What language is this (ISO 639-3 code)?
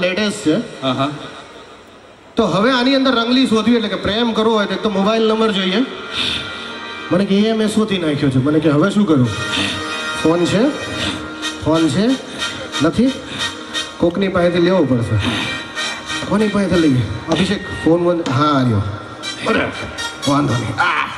guj